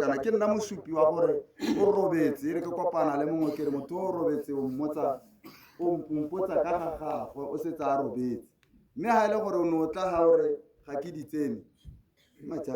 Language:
Tswana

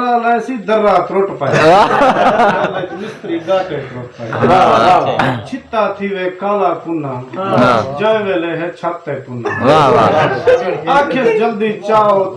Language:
Saraiki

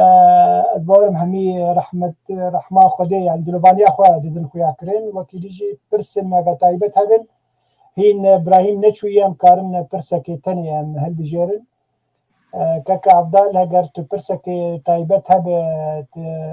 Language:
Kurdish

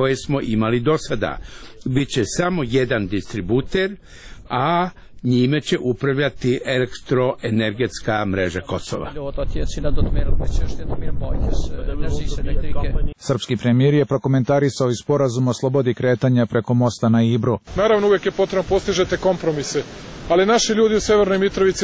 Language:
Serbian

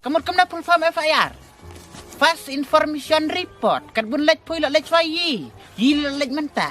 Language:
Khasi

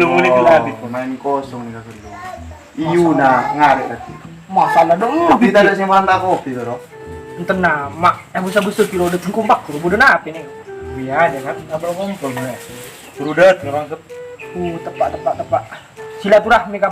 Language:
Madurese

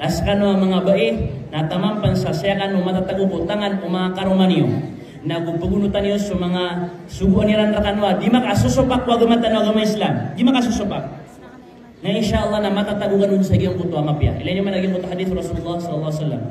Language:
Maranao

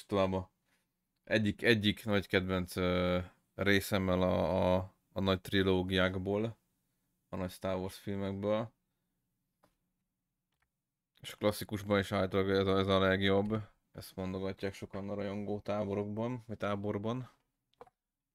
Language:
Hungarian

